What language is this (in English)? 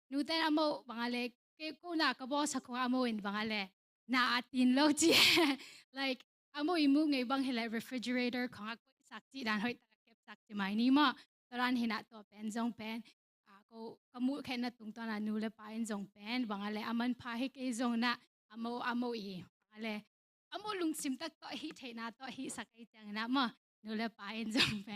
Tedim Chin